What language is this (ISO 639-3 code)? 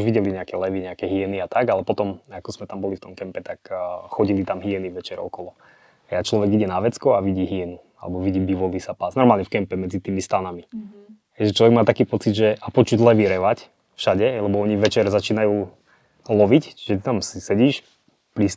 slk